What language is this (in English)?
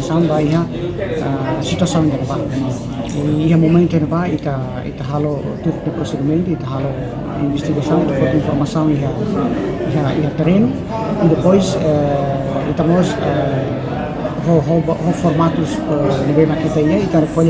Tetum